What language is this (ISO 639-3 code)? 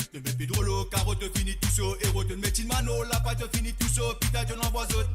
mfe